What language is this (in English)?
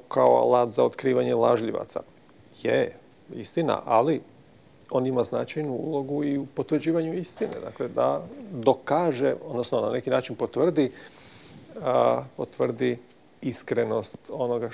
Croatian